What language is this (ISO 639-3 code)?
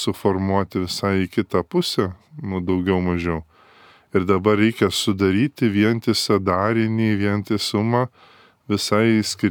lit